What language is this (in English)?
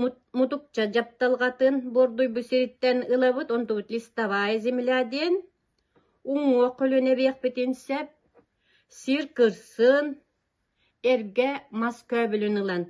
Yakut